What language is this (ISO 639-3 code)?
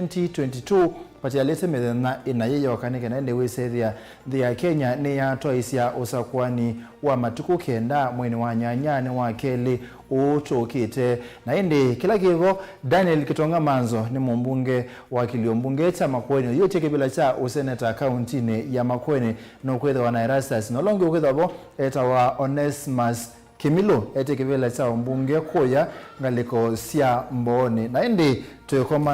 kam